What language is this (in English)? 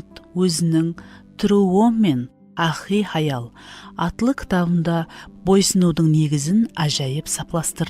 Kara-Kalpak